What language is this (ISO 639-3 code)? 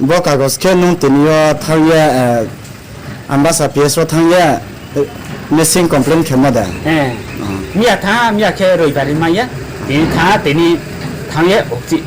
ria